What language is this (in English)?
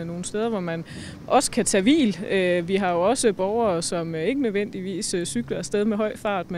Danish